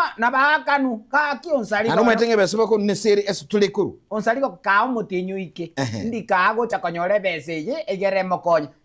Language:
Gusii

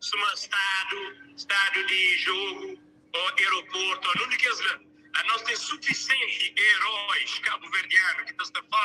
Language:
Kabuverdianu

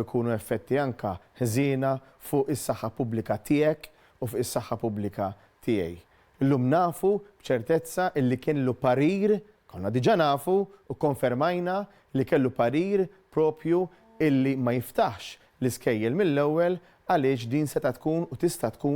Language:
Maltese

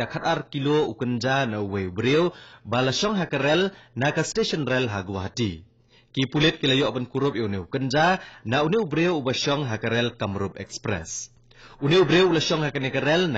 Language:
Khasi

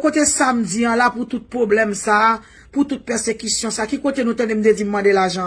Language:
Haitian Creole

